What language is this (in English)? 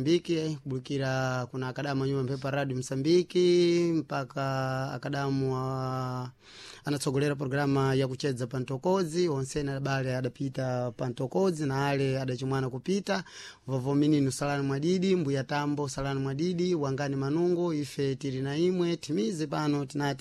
Sena